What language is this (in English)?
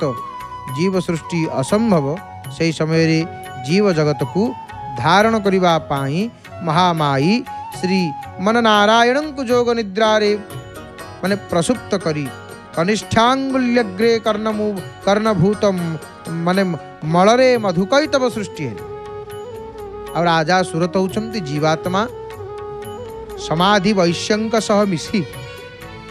Odia